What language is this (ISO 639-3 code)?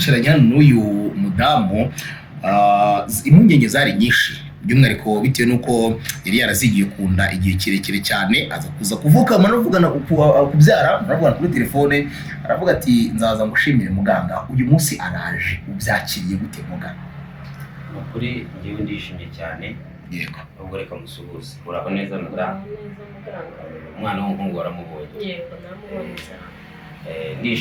kin